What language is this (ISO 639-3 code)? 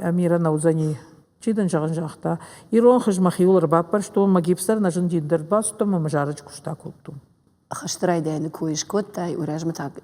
oss